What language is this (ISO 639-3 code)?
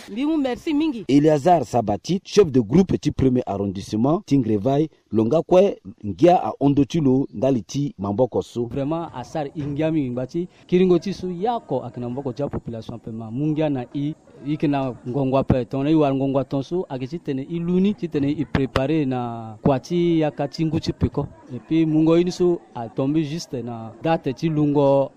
sag